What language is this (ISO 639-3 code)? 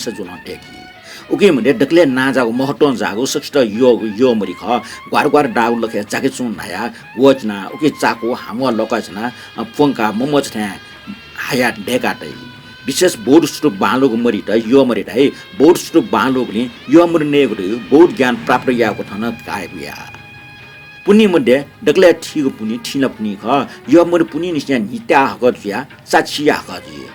new